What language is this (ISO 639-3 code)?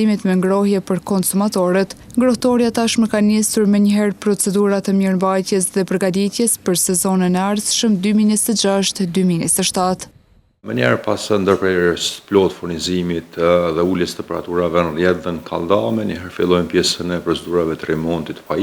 sqi